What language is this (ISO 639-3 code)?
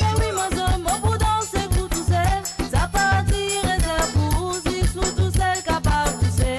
mfe